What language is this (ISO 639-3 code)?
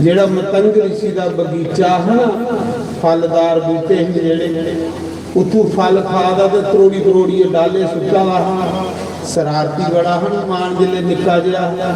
doi